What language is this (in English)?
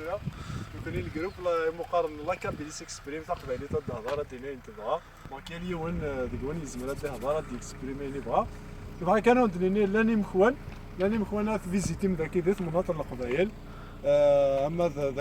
Kabyle